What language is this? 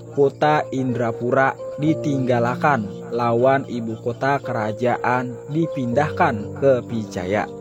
Banjar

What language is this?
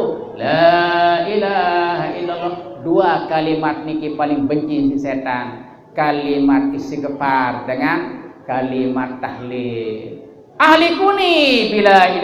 Sasak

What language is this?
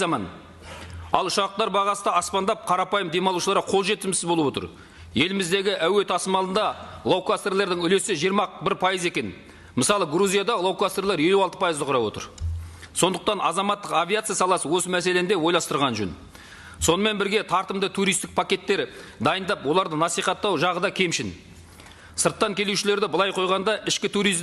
Kazakh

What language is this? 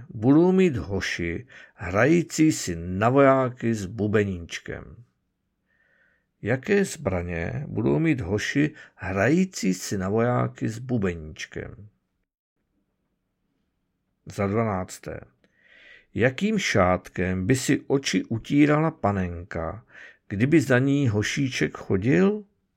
Czech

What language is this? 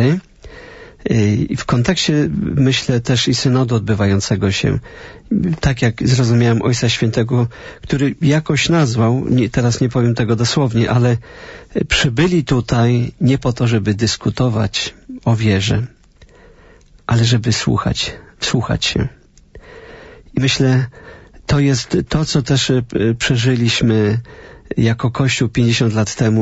Polish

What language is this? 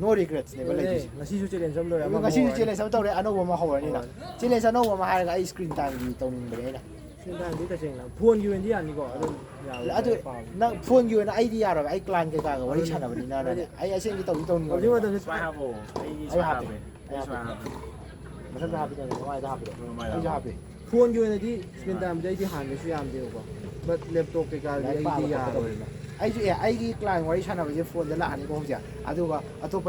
Manipuri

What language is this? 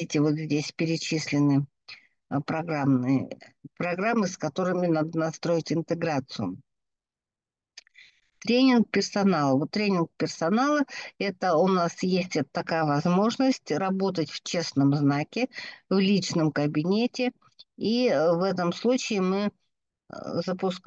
Russian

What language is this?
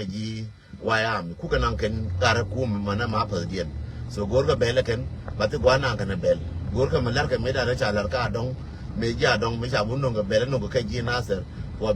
Nuer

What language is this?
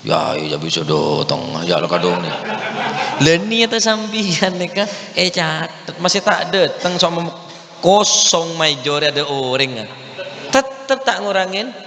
Madurese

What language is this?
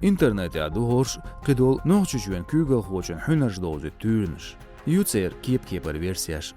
Chechen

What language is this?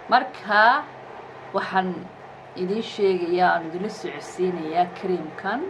Somali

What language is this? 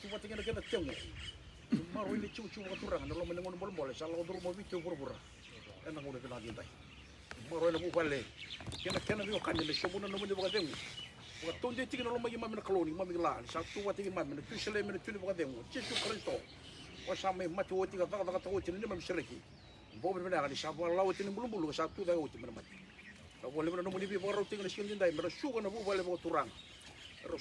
Fijian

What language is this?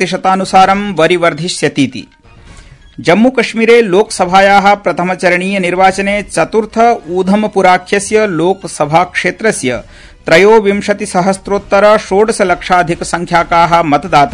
Sanskrit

